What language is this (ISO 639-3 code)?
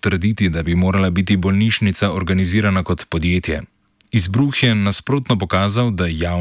slv